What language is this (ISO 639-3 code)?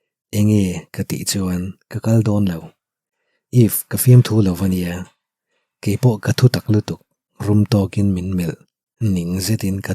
lus